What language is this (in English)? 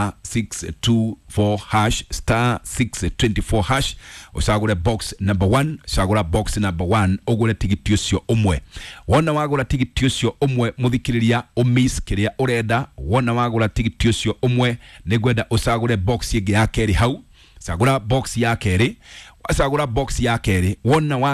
Kikuyu